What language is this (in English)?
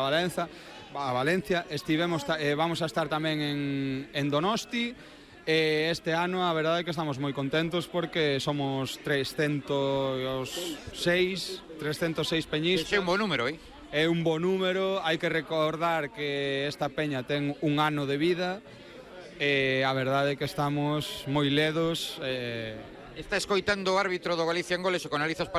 Galician